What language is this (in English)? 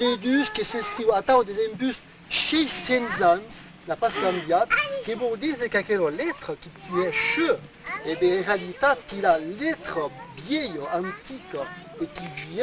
Occitan